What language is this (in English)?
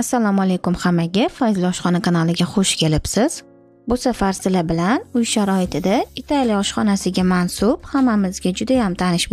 Uzbek